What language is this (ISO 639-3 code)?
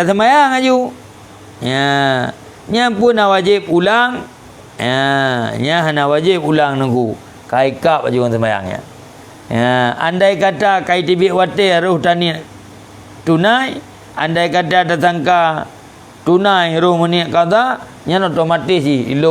ace